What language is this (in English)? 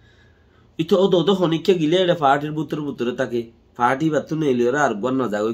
Rohingya